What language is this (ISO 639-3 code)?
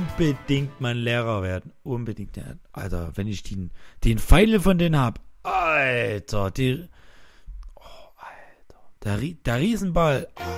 deu